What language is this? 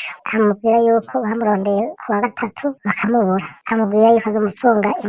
Rundi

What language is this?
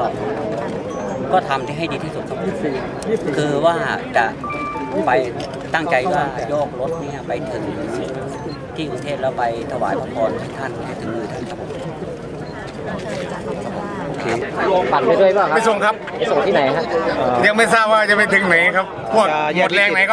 Thai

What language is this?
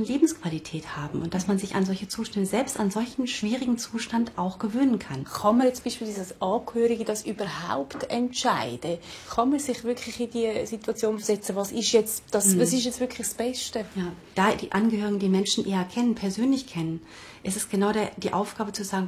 Swiss German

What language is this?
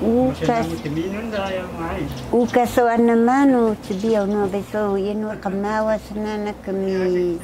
Taroko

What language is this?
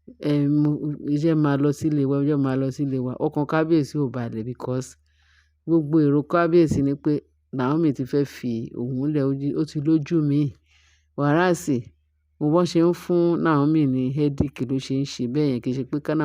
Yoruba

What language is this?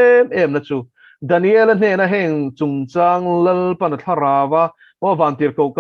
Mizo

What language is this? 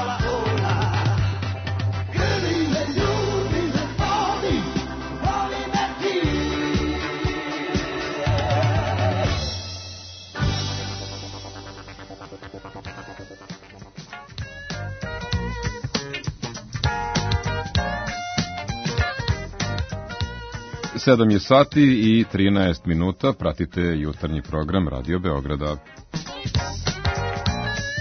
Serbian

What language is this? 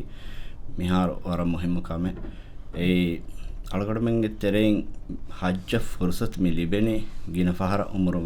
Divehi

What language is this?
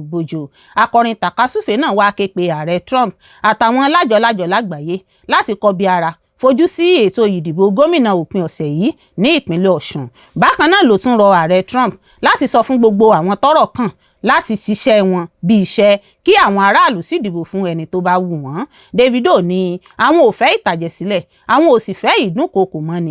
Yoruba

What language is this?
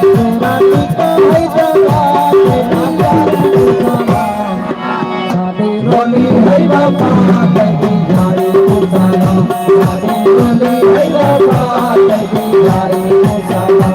Saraiki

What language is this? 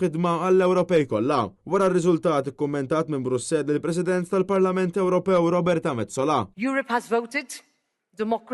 Maltese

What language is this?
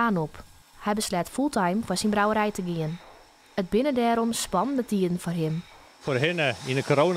Western Frisian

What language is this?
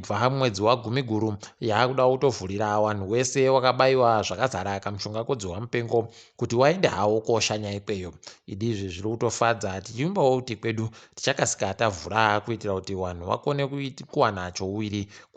Ndau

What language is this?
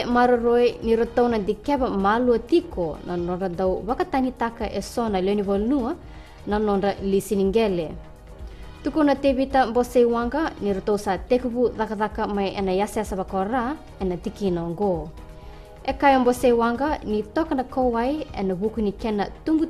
Fijian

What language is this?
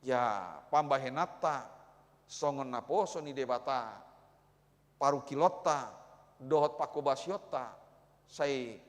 Batak Toba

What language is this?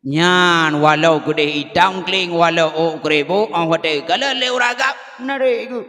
Achinese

